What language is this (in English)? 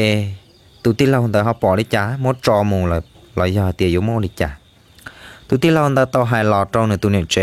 Hmong